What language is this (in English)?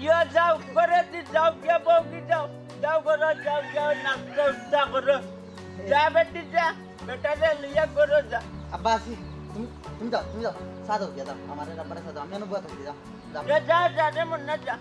Sylheti